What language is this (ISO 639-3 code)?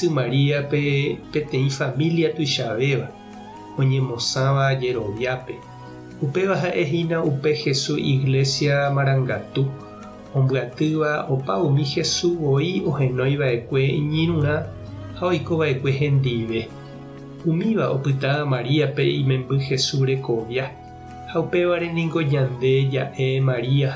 grn